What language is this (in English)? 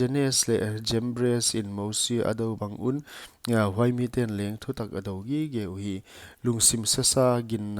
Paite Chin